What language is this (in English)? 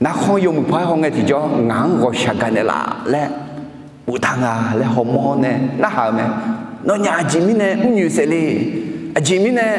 Akha